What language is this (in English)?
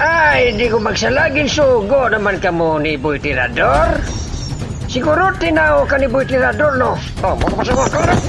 Hiligaynon